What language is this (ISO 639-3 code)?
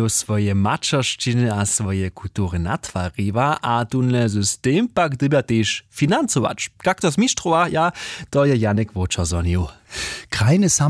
hsb